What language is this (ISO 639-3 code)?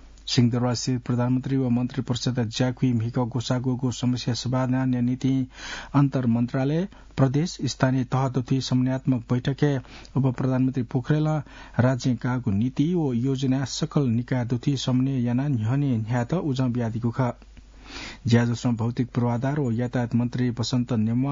new